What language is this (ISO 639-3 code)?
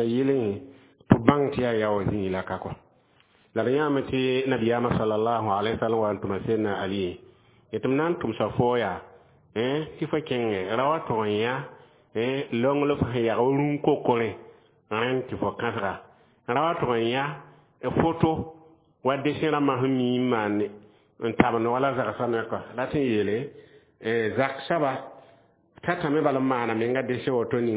mos